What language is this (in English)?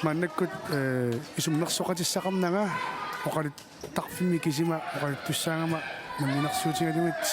Kalaallisut